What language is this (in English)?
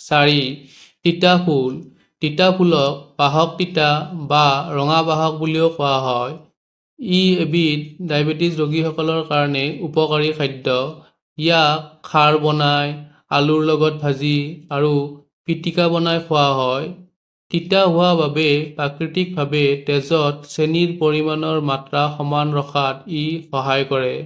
Assamese